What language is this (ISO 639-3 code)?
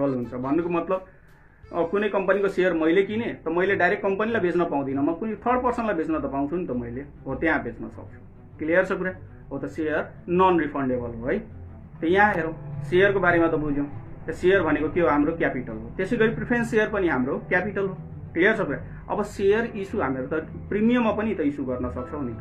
nep